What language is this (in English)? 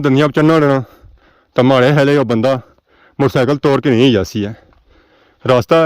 Pahari-Potwari